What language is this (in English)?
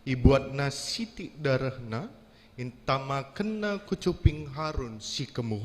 Batak Karo